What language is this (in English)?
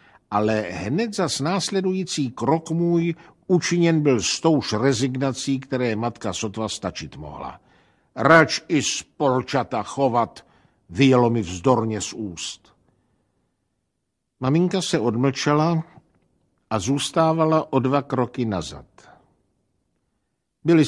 Czech